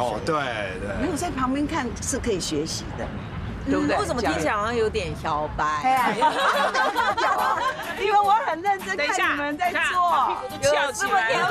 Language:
Chinese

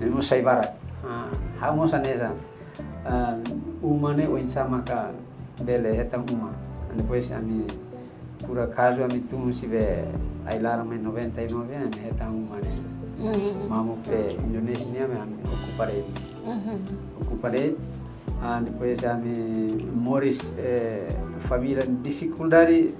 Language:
Tetum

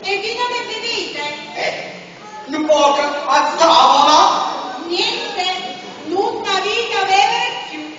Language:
Neapolitan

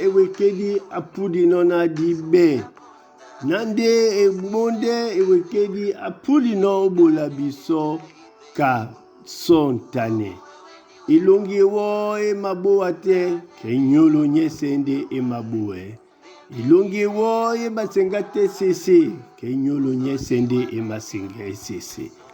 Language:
Duala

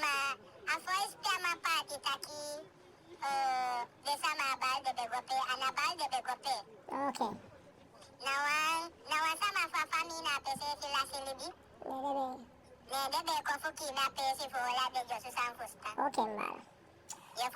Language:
Eastern Maroon Creole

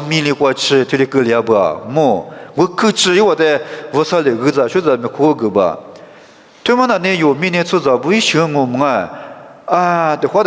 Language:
Lisu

